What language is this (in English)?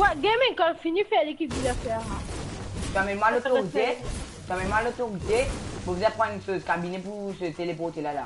Morisyen